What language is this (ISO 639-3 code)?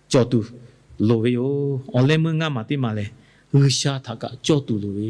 lhu